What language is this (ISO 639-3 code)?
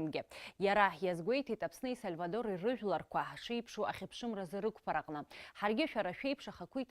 abk